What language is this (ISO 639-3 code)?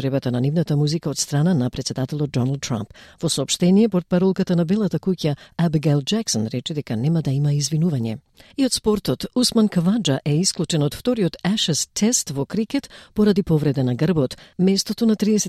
mkd